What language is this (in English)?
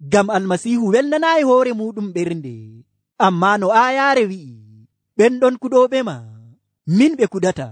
Nigerian Fulfulde